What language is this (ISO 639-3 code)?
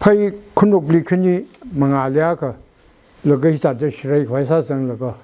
nmf